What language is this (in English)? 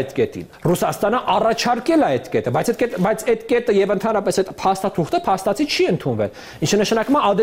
Armenian